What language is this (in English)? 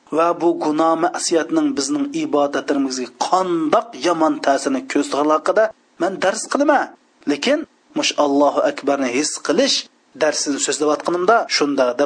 Uyghur